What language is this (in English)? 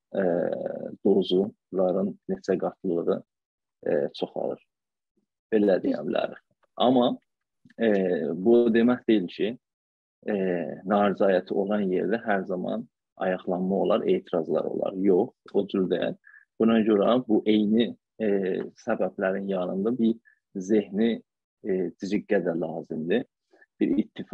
South Azerbaijani